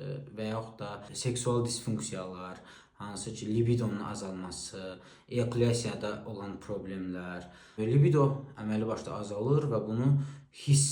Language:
Azerbaijani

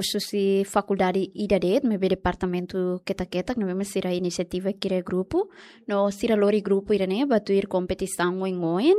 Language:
Tetum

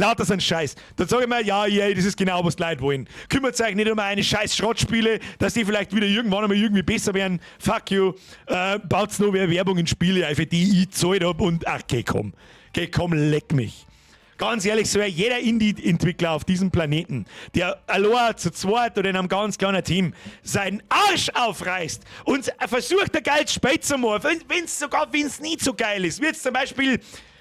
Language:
Bavarian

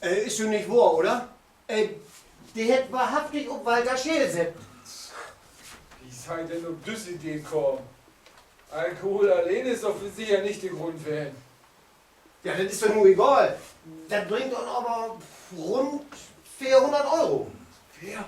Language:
Low German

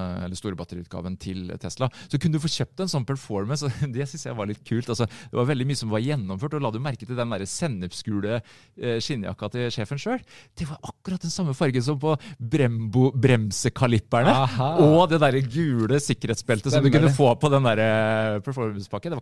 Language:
Norwegian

